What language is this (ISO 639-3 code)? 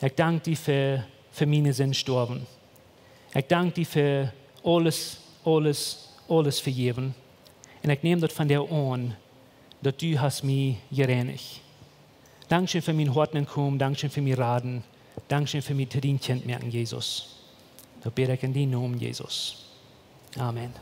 pdt